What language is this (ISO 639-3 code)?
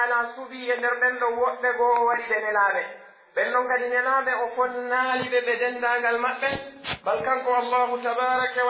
fuf